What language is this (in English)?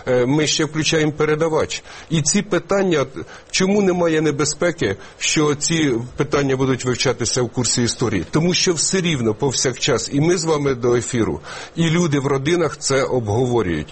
Ukrainian